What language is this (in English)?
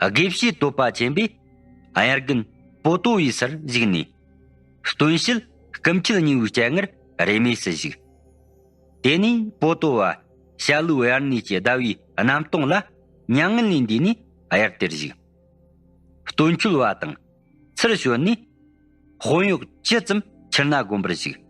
Tibetan